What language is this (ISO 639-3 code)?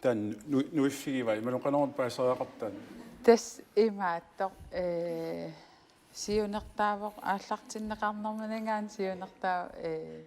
kal